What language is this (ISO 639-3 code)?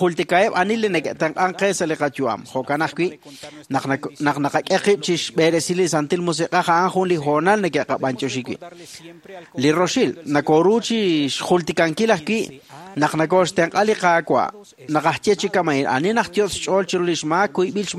kek